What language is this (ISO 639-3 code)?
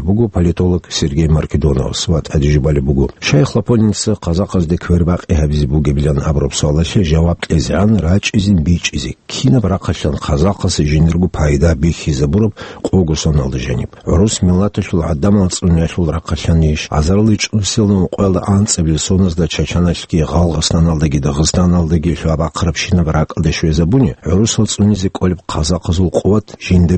ava